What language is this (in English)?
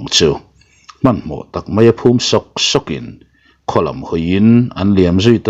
Mizo